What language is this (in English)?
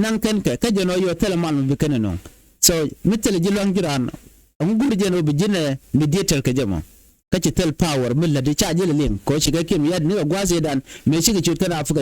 Nuer